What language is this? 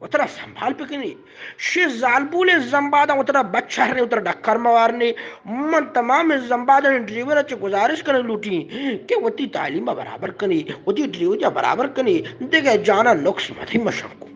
Eastern Balochi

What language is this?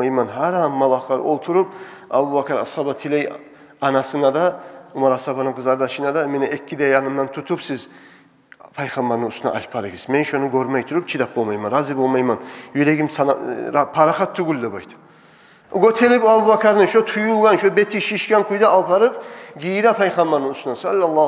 Kumyk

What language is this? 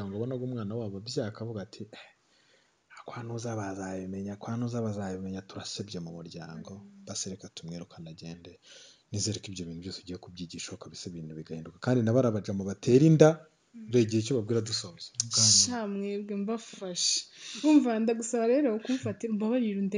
Kinyarwanda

